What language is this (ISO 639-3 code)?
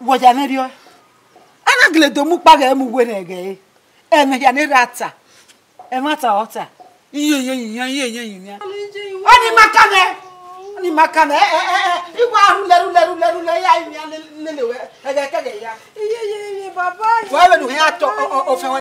bin